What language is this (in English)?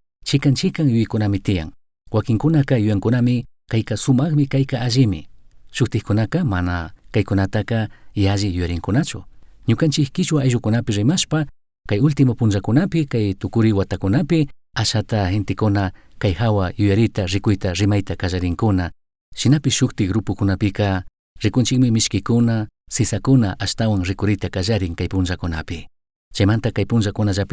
Chimborazo Highland Quichua